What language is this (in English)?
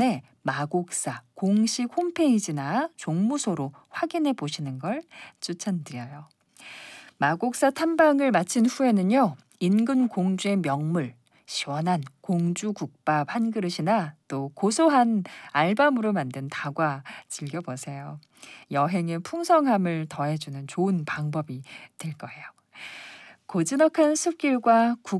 Korean